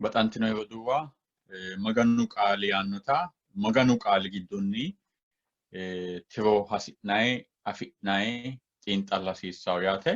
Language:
Sidamo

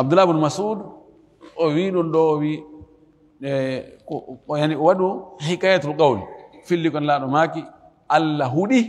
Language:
Fula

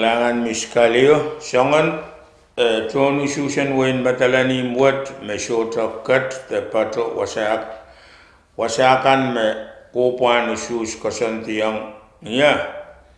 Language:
Pohnpeian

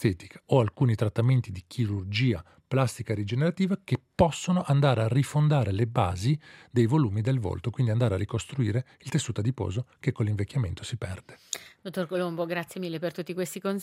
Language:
Italian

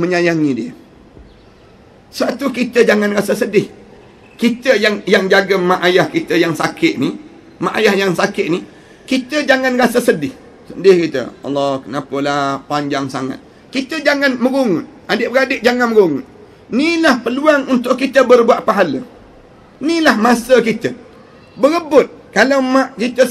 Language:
Malay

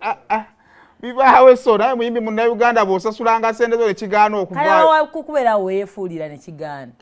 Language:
Ganda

